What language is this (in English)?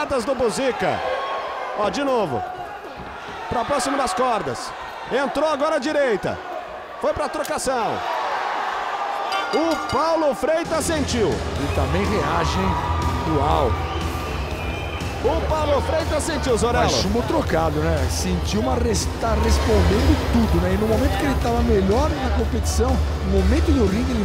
Portuguese